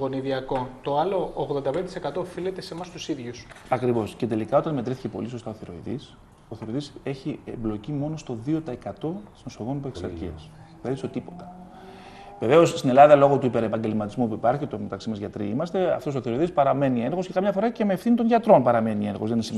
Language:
Greek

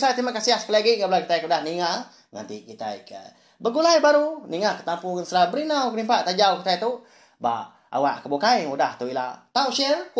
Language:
Iban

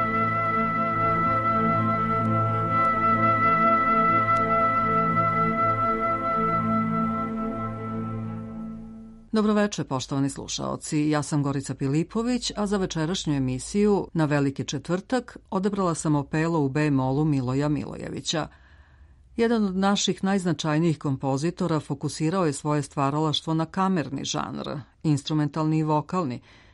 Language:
Serbian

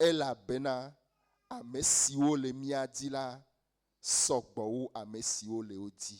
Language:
Ewe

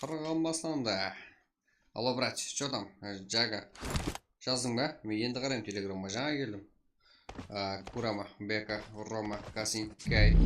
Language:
Kara-Kalpak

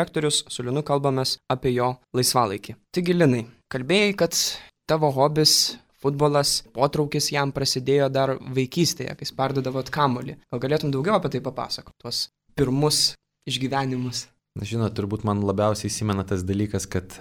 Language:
Lithuanian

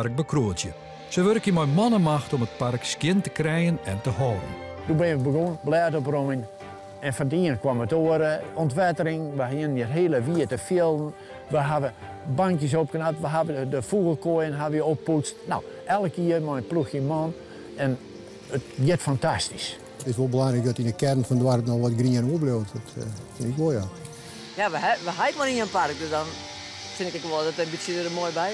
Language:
Western Frisian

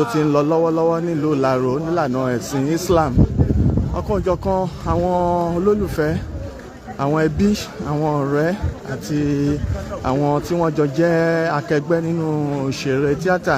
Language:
Yoruba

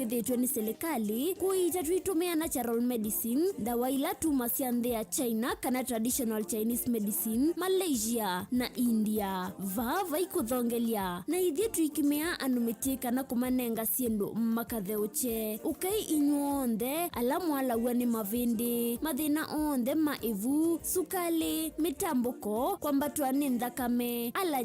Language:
Kamba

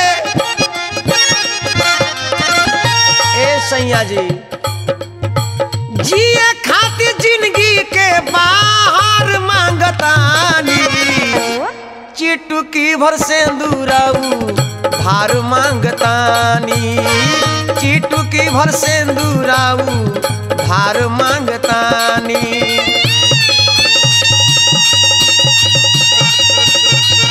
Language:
Bhojpuri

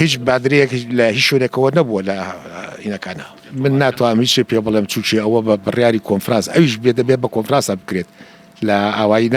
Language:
Central Kurdish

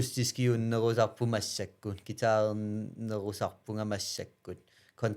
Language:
Kalaallisut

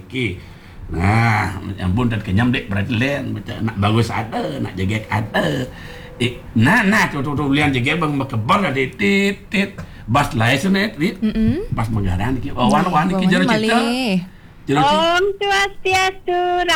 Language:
Balinese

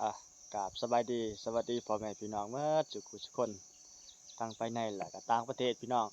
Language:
Lao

